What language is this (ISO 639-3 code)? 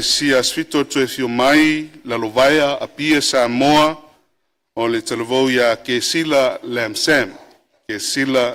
smo